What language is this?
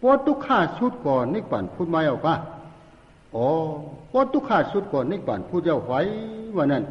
Shan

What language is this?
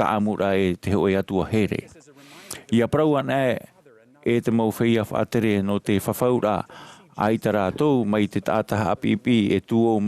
Tahitian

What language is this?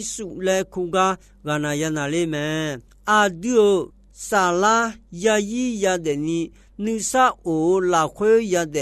Akha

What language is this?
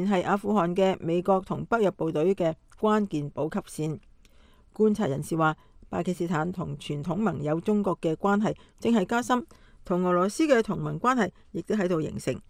Cantonese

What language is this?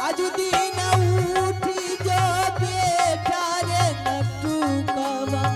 Angika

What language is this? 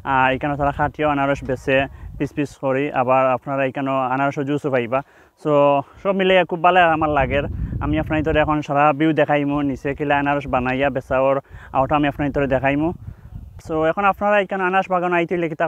Sylheti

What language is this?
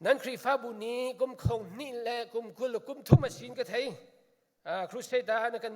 Hakha Chin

